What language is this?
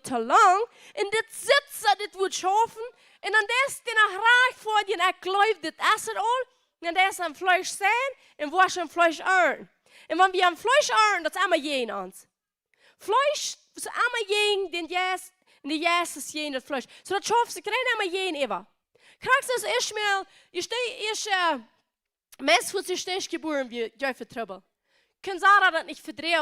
Plautdietsch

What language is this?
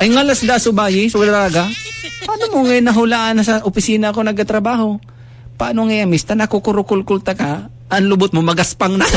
Bikol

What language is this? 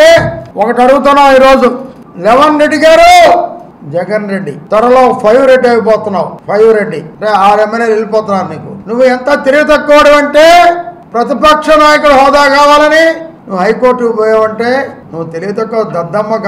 Telugu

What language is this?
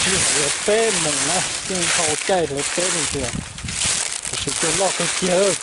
Hmong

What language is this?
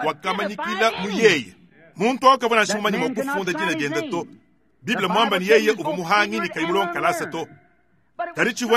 Luba-Lulua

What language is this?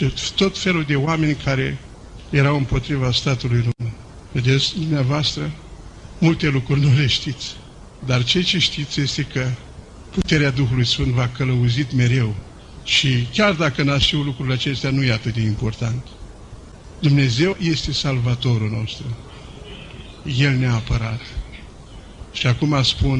Romanian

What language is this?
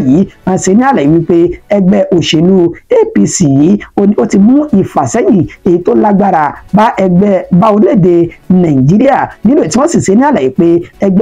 Yoruba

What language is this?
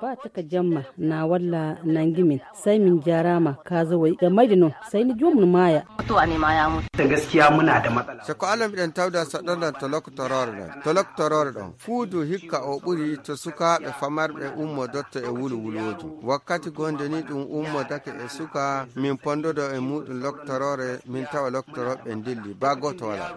Fula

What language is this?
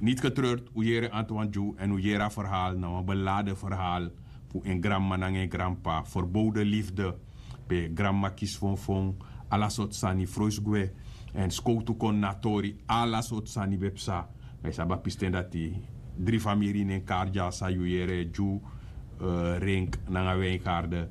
Sranan Tongo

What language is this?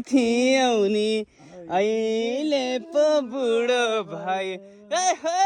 Nepali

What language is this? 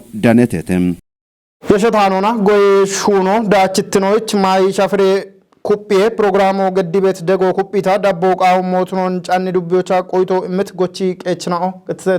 Kafa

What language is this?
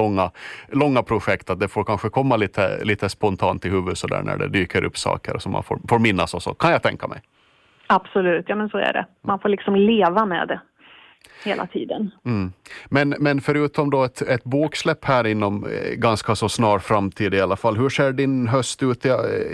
Swedish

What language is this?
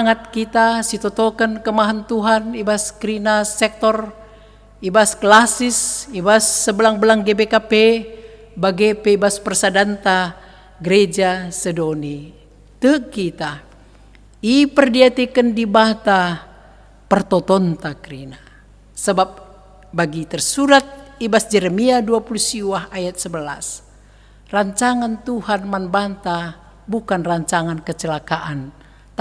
Batak Karo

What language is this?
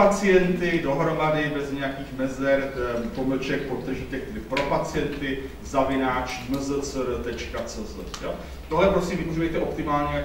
Czech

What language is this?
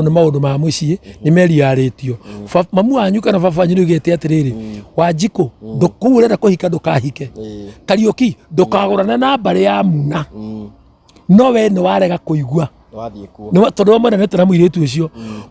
Kikuyu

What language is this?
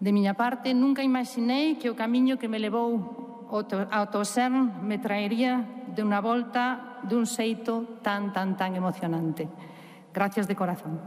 Galician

